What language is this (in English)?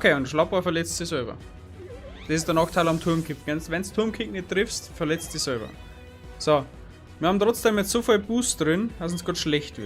Bavarian